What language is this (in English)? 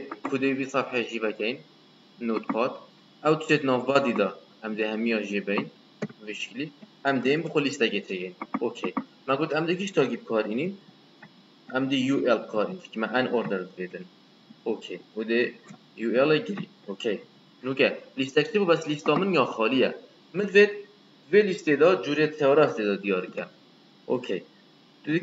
Kurdish